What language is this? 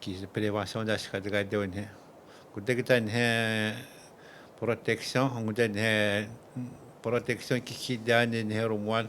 Atikamekw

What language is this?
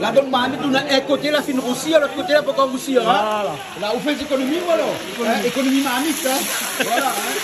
Réunion Creole French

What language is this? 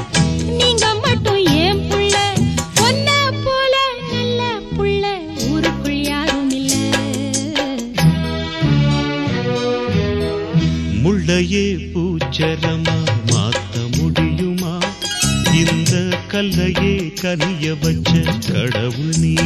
Tamil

